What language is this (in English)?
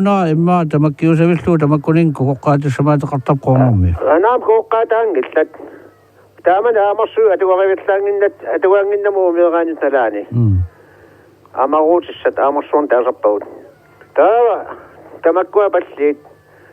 Kalaallisut